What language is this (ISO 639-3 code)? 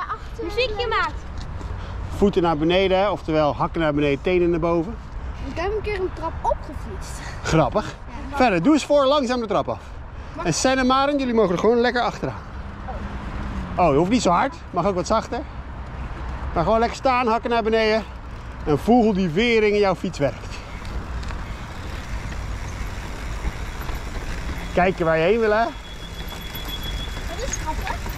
nld